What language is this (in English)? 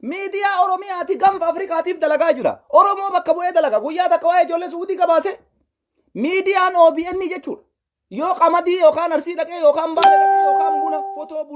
Oromo